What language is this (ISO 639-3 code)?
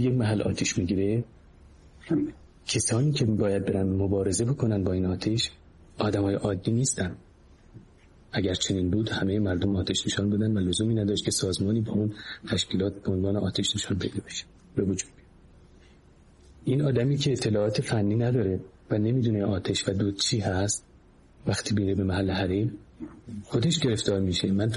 fas